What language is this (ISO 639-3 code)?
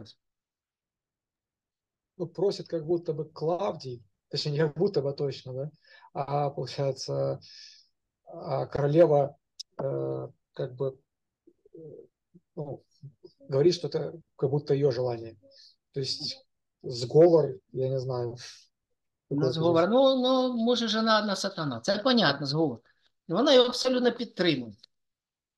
ukr